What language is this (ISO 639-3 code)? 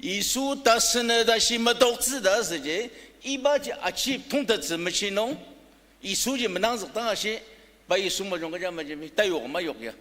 njo